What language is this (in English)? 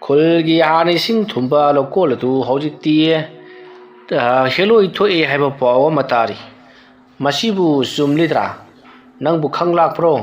Manipuri